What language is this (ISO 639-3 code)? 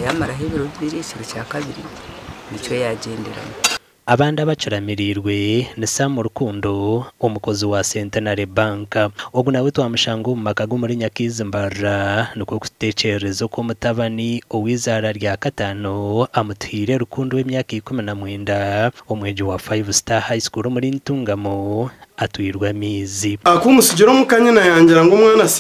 nyn